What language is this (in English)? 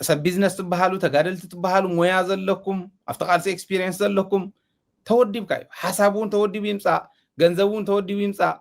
Tigrinya